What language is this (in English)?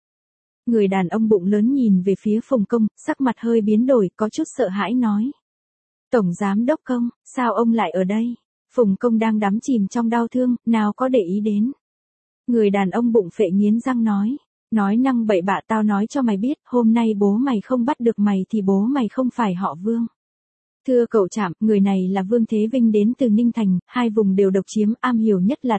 Vietnamese